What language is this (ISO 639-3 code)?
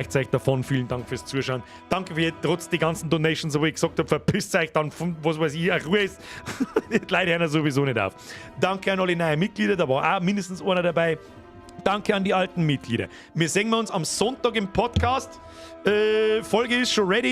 bar